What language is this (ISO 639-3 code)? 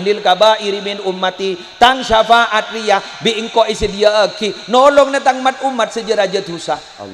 mad